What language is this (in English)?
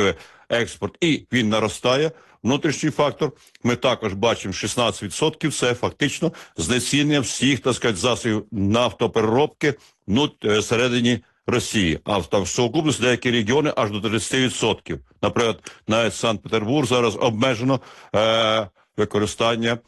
Ukrainian